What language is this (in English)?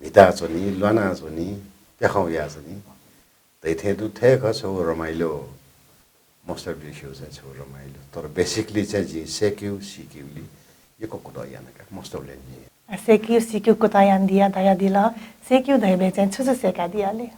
Newari